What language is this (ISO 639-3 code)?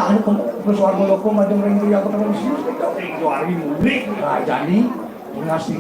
ban